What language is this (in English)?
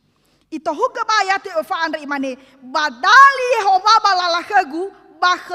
Nias